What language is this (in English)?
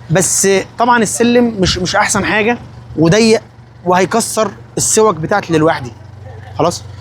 Egyptian Arabic